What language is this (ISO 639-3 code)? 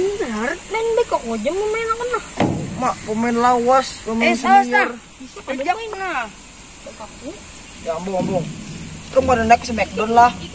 bjn